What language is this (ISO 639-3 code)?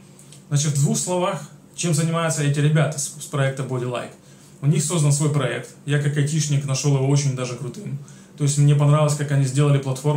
rus